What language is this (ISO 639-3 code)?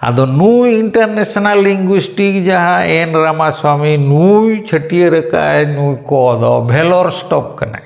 sat